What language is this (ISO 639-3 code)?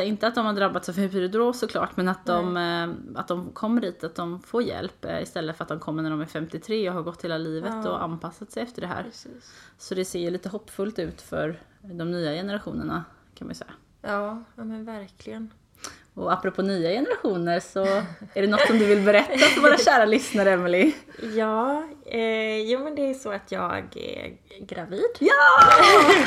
swe